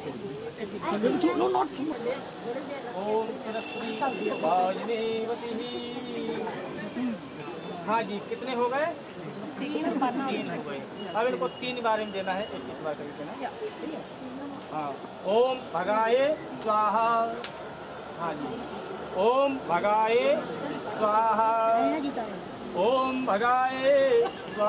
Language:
Hindi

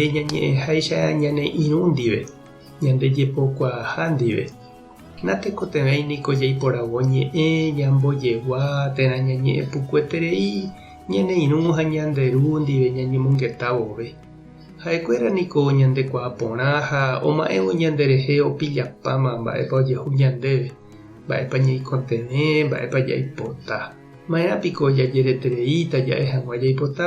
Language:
Guarani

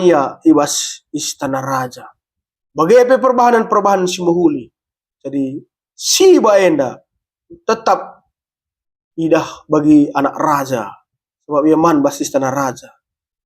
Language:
Batak Karo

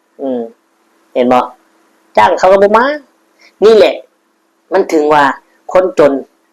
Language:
Northeastern Thai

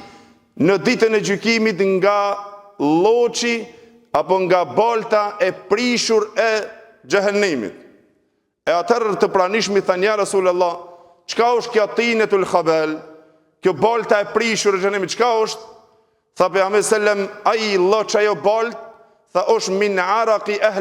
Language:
Albanian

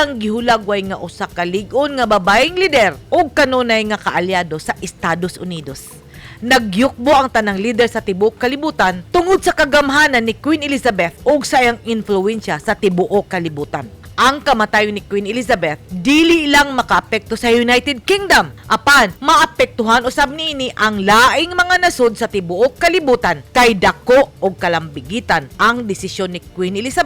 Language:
Cebuano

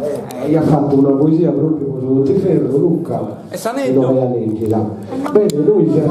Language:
Sardinian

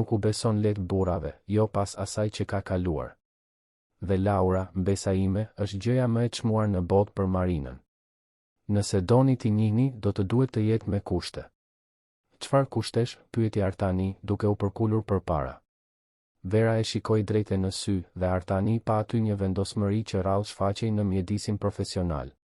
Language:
Albanian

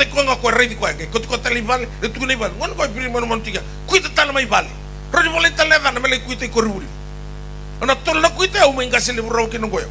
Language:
Fijian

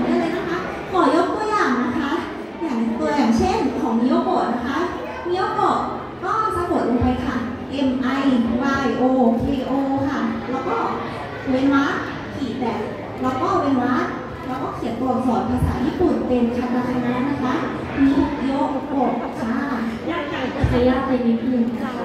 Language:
Thai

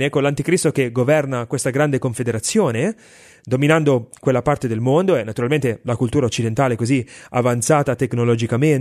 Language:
Italian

